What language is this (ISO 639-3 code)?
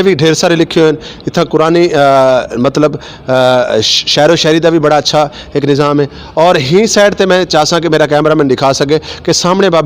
skr